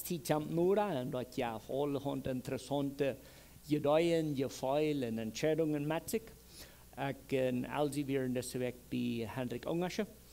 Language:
Plautdietsch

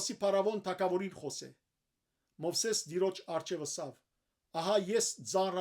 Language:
Western Armenian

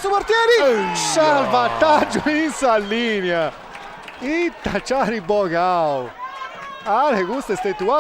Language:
Sardinian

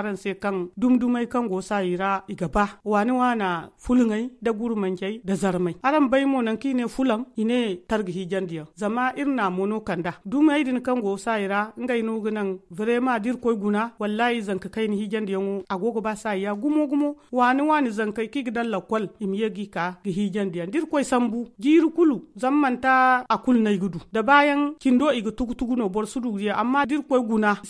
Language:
Zarma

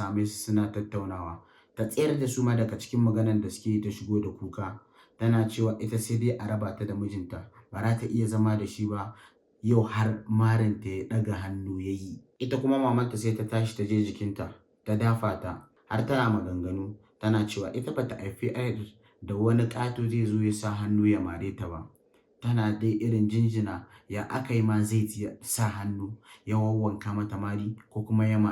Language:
Hausa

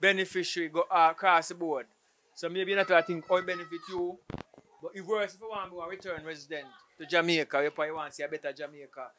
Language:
Jamaican Creole English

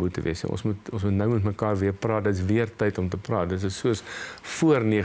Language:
Afrikaans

